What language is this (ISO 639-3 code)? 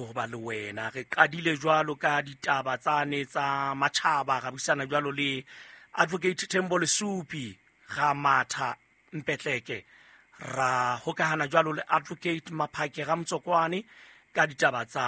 sot